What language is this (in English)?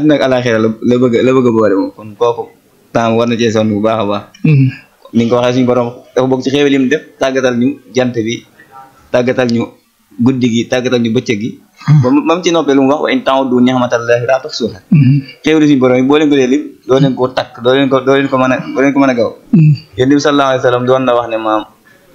Wolof